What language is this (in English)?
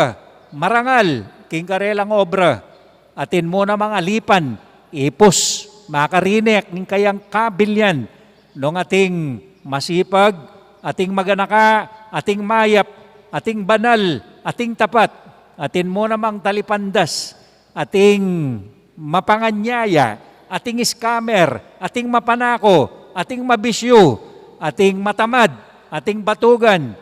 Pampanga